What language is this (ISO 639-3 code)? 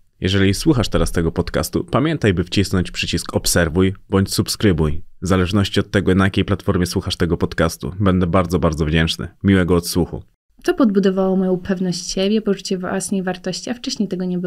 pol